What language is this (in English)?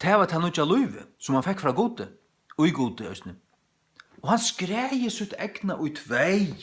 Faroese